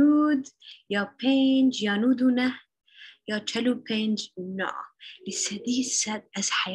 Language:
Kurdish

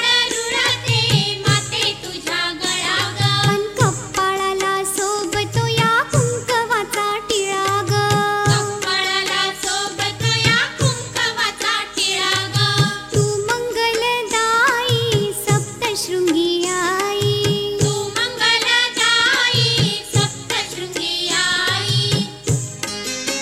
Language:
Marathi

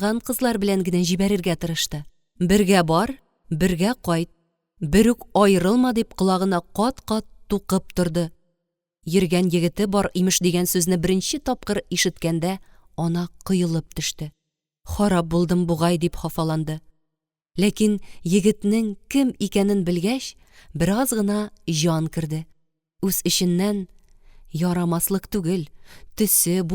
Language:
Tatar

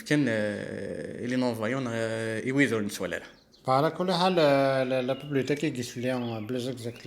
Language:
Kabyle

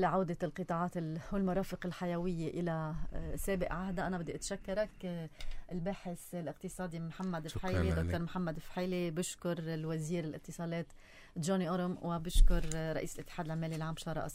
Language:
North Levantine Arabic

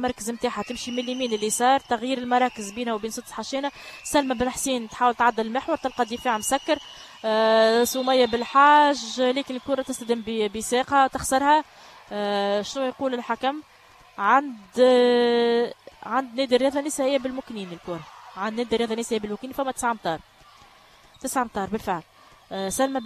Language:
Tunisian Arabic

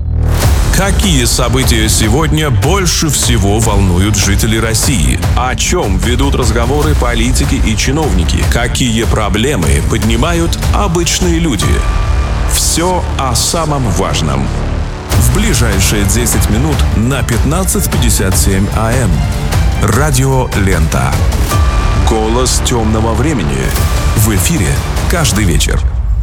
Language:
Russian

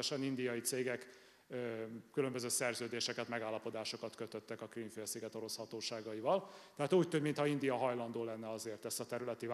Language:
Hungarian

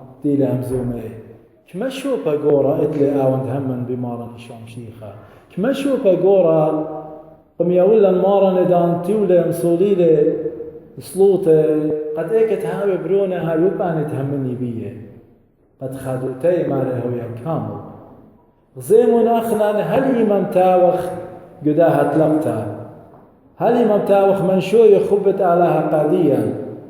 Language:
Assyrian Neo-Aramaic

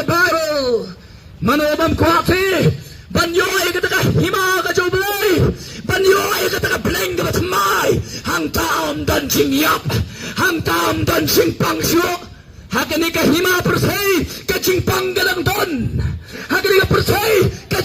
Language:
Khasi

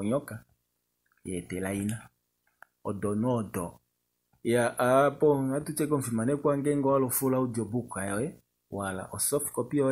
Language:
Kuanyama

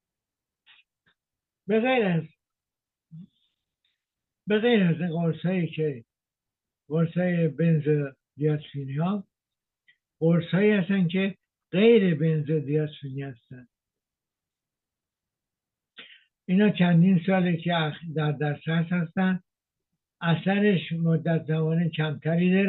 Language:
Persian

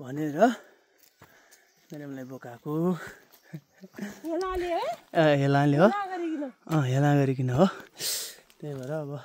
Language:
Nepali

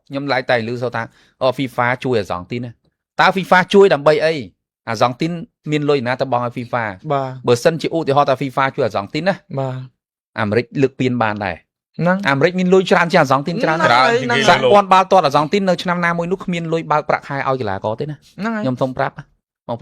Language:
Khmer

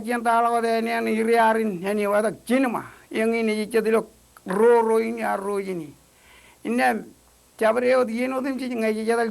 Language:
Marshallese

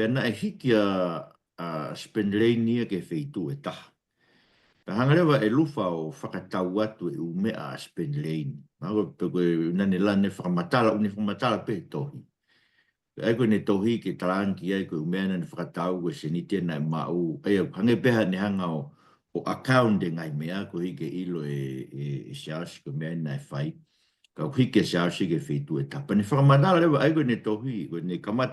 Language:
Tongan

